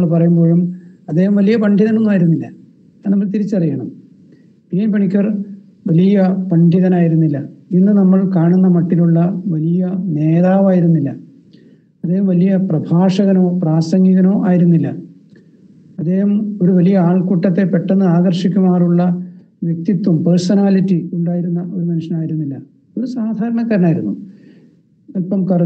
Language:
Malayalam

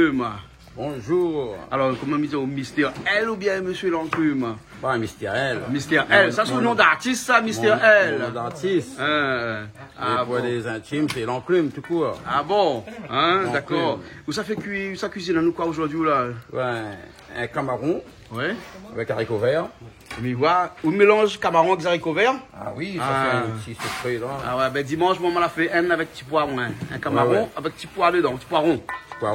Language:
Réunion Creole French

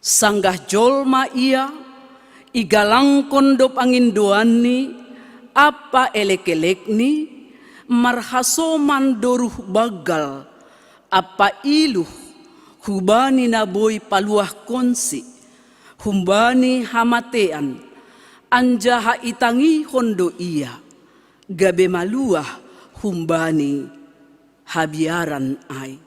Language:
Batak Simalungun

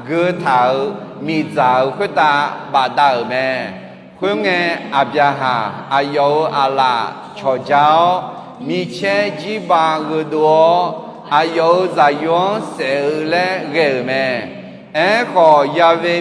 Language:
Akha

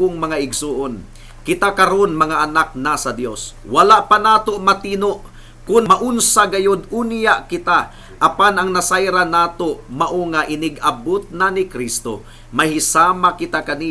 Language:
Cebuano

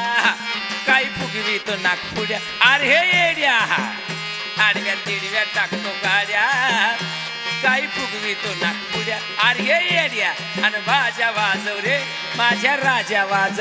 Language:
Marathi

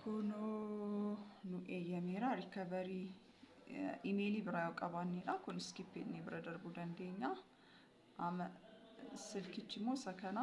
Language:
Oromo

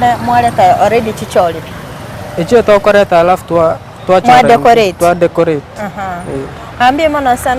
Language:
Gusii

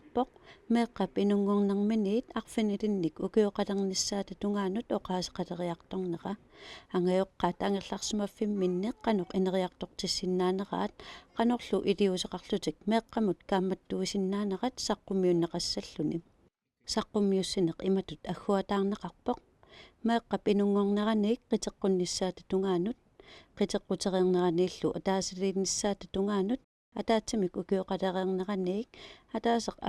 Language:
Kalaallisut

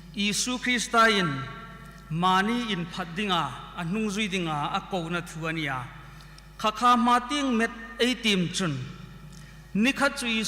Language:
Hmar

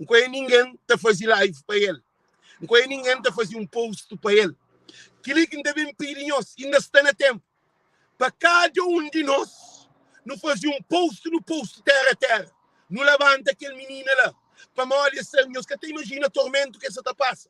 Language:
Kabuverdianu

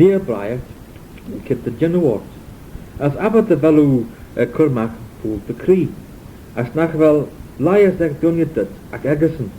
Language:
Manx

